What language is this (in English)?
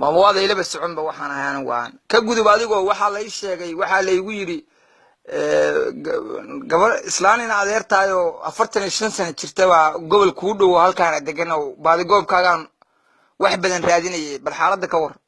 Somali